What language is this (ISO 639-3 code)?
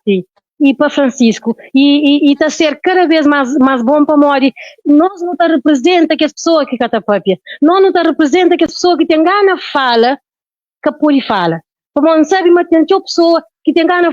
kea